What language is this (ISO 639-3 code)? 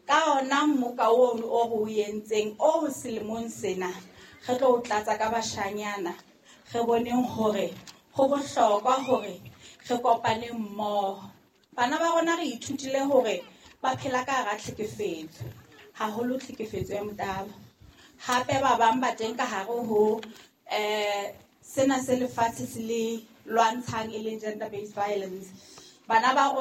sot